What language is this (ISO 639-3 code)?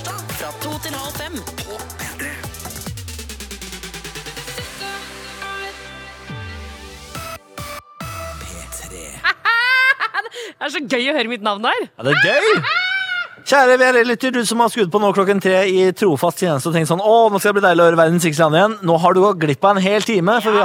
nor